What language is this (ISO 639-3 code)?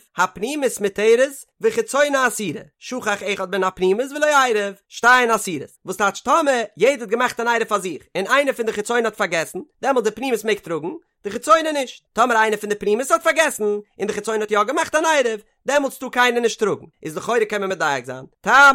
yid